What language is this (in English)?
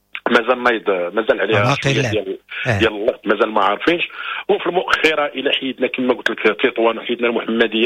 Moroccan Arabic